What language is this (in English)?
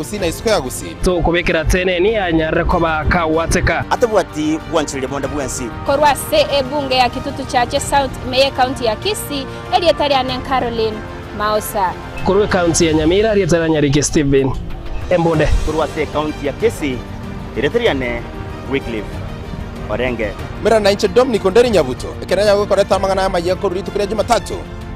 Gusii